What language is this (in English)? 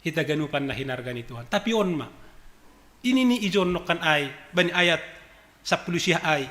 Batak Simalungun